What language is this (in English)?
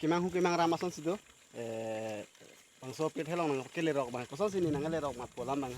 Karbi